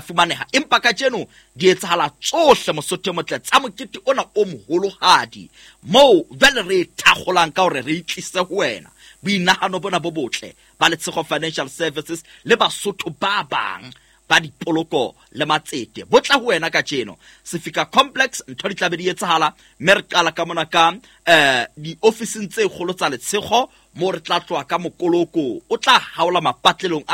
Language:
Southern Sotho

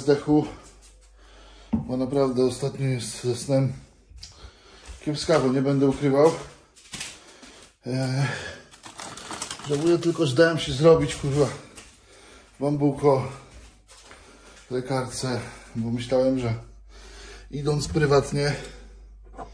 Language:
Polish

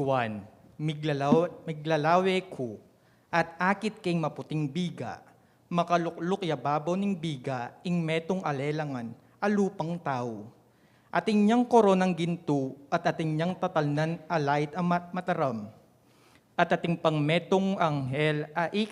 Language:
Pampanga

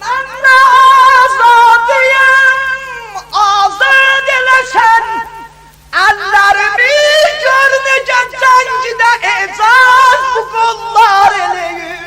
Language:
South Azerbaijani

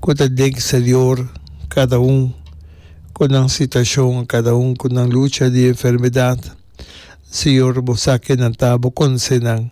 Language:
Papiamento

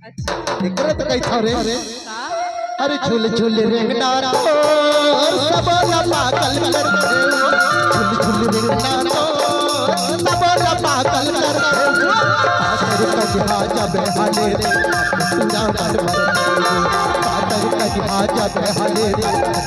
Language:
Chhattisgarhi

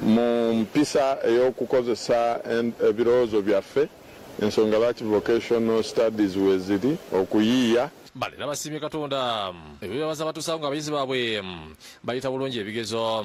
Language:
Ganda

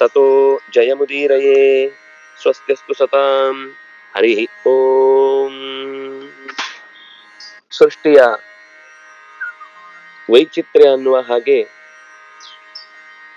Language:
Kannada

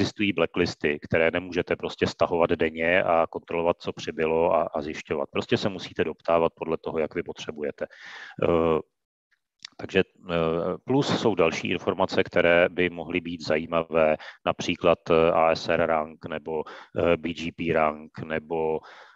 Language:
Czech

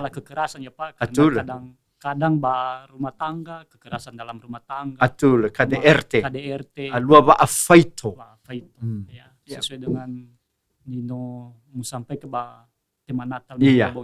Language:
Nias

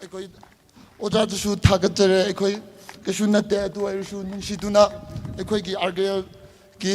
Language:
Tangkhul Naga (India)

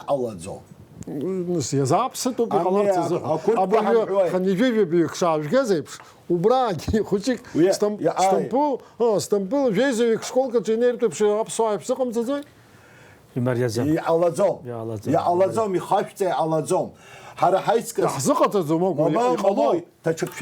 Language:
Abkhazian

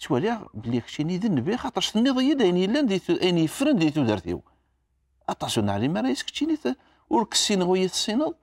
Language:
Kabyle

